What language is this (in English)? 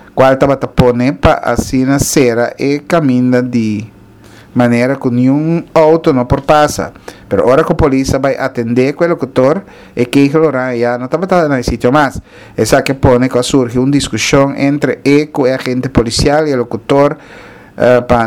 Papiamento